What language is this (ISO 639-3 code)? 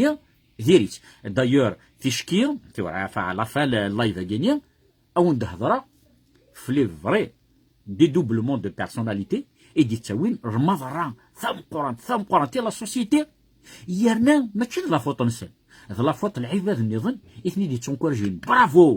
kab